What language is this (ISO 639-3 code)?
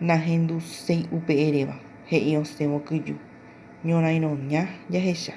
grn